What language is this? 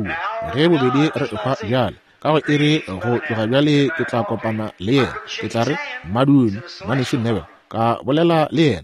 Northern Sotho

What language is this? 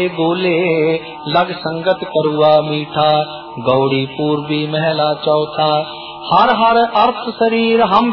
Punjabi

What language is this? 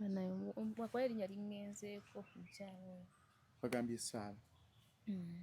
Ganda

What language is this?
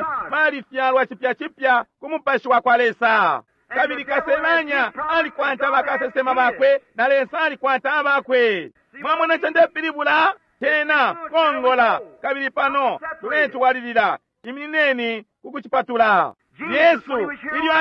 Bemba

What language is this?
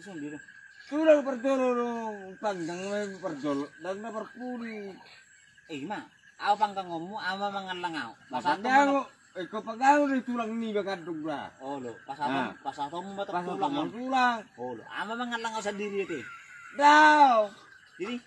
Batak Toba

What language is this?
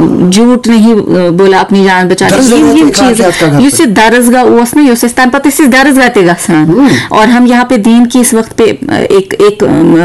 Kashmiri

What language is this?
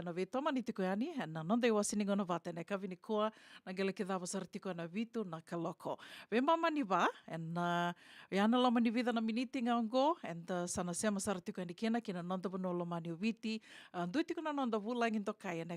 Fijian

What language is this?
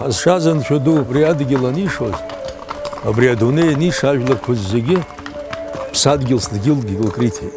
Abkhazian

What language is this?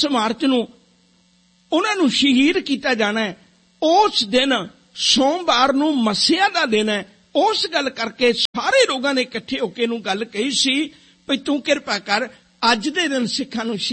Punjabi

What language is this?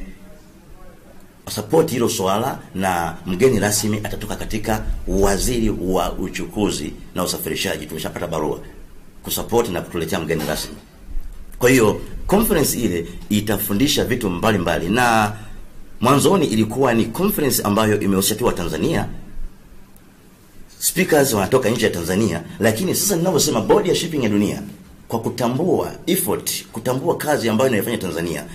Swahili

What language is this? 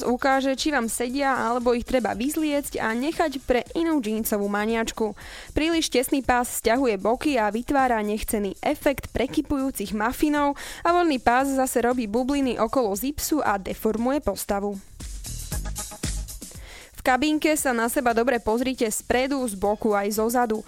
Slovak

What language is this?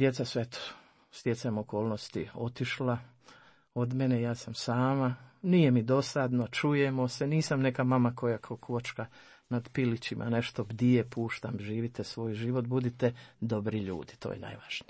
Croatian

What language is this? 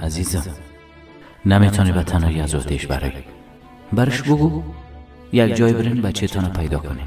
Persian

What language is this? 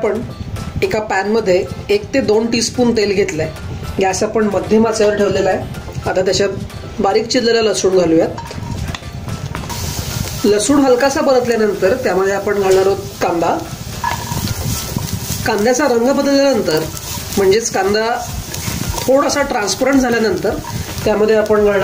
Marathi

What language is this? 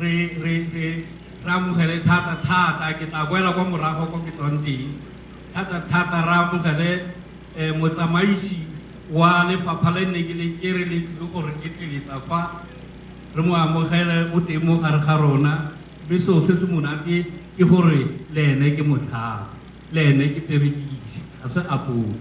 Tswana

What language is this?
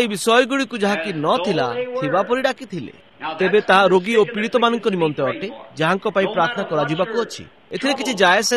Odia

